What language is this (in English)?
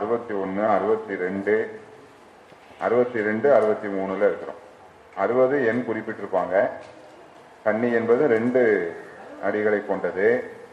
Tamil